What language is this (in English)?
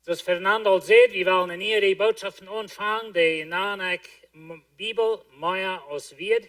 Plautdietsch